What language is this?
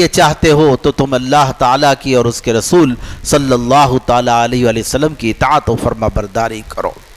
Urdu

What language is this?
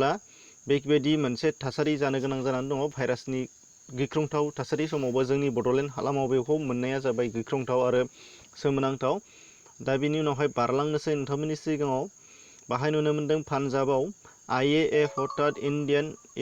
Bodo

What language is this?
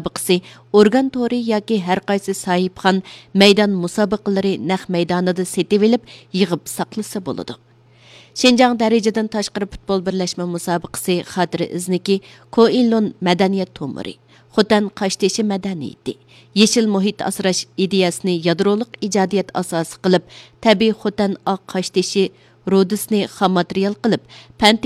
Uyghur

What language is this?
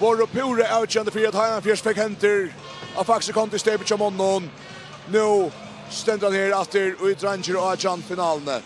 Faroese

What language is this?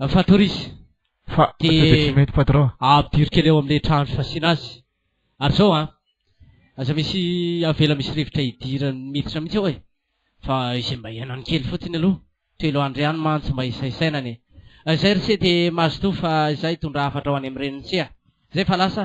Malagasy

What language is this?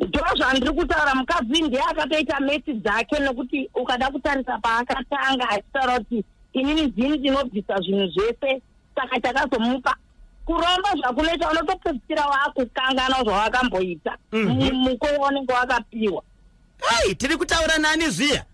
Shona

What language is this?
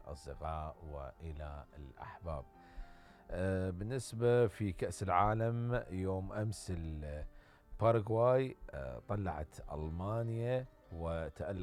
Mesopotamian Arabic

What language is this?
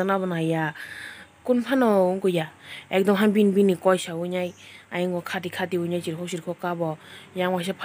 Kok Borok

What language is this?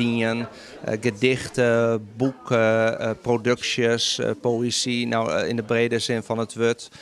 Western Frisian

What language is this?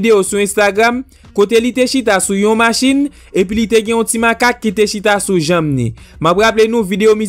Haitian Creole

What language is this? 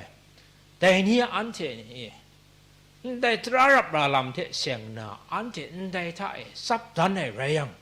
Kachin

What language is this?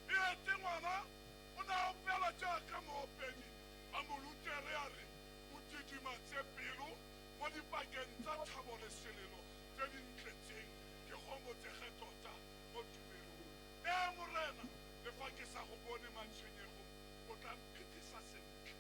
Tswana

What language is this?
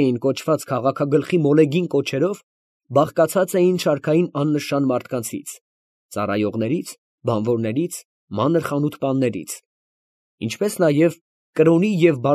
Armenian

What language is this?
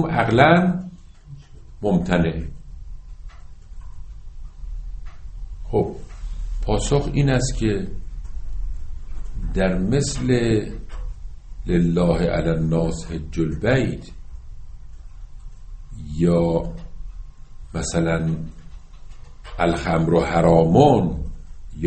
Persian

